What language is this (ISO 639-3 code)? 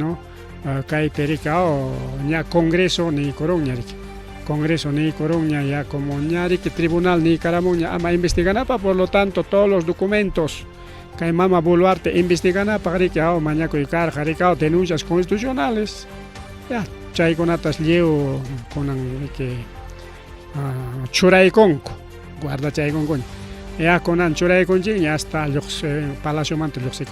quy